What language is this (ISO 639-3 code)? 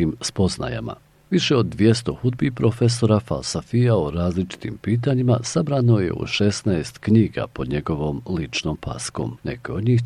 bos